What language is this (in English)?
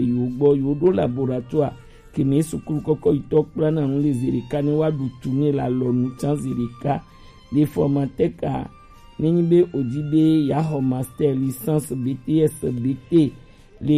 Gen